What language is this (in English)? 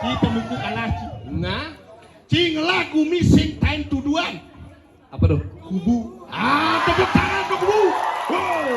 Balinese